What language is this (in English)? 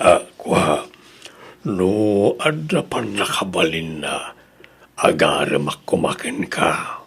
Iloko